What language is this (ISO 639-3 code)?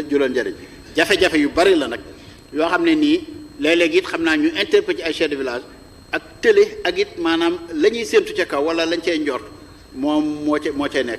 wol